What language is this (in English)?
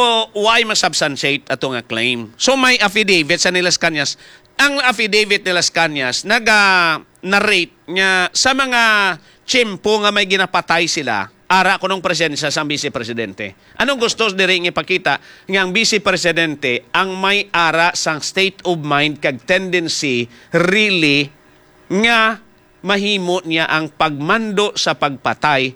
Hiligaynon